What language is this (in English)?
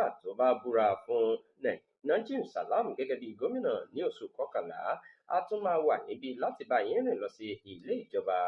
Yoruba